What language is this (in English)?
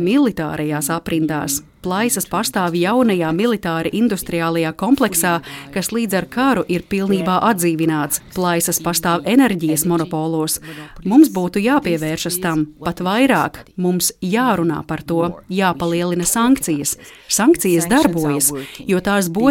Latvian